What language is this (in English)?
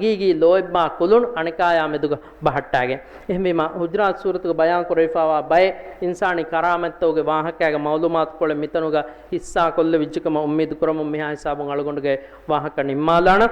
Divehi